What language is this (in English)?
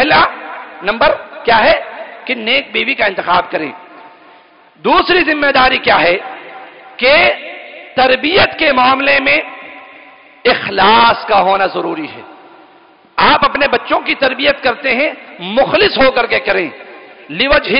Urdu